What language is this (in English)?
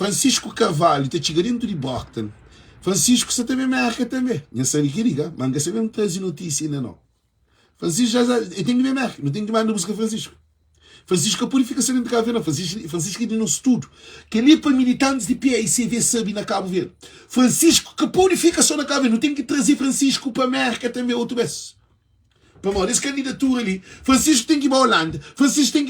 Kabuverdianu